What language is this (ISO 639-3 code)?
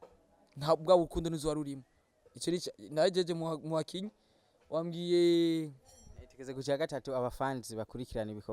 run